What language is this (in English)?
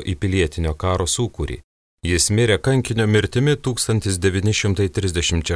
Lithuanian